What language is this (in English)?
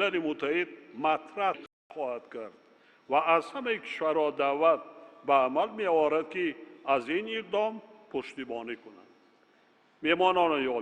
Tajik